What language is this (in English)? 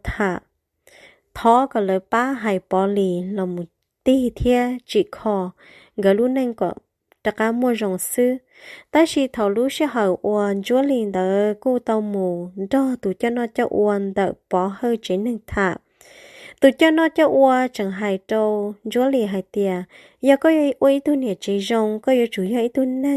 Hmong